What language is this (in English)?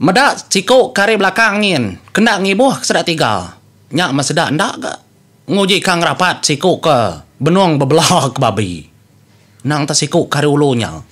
Iban